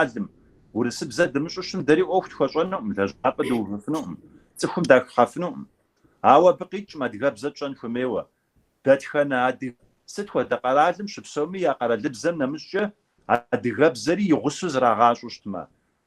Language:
Kabardian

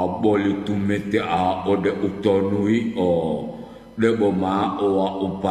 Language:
Gorontalo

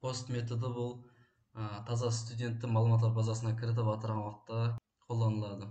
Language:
Kara-Kalpak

